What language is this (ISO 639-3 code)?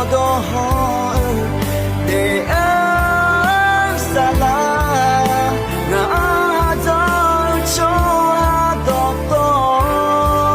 ahk